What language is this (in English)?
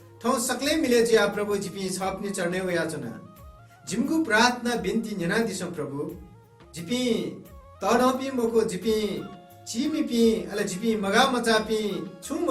Newari